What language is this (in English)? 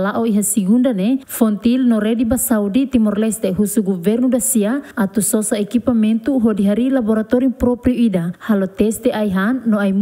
Tetum